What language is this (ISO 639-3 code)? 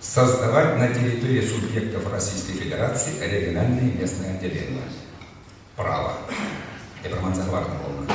chv